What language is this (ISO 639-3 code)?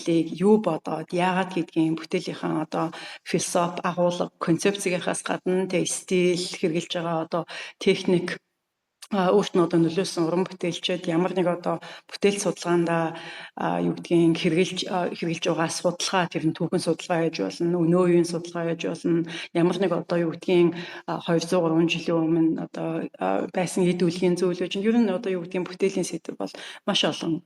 mon